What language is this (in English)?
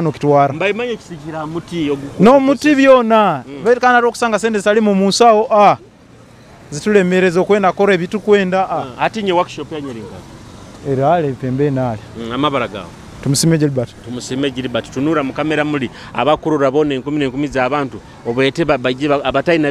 Nyoro